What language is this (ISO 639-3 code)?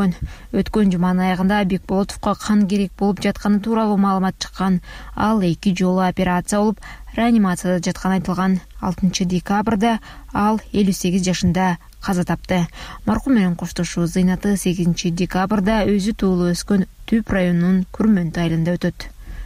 kir